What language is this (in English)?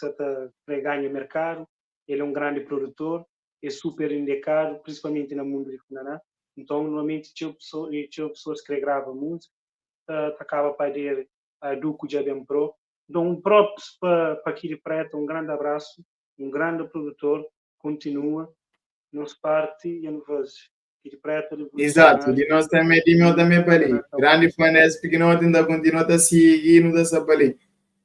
Kabuverdianu